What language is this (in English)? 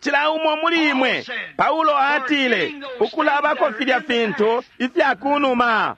Bemba